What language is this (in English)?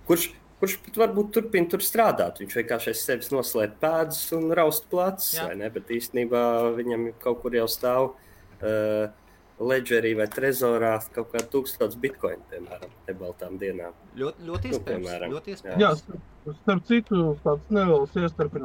Latvian